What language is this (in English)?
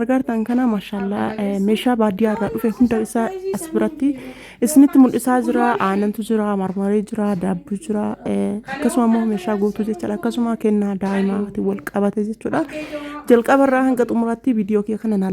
Oromo